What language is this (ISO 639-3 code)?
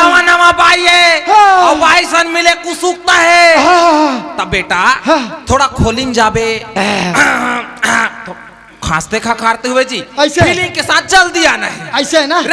hne